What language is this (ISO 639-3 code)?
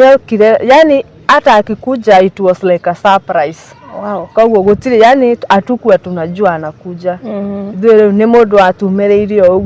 kik